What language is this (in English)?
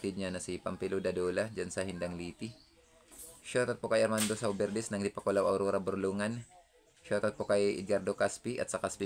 Filipino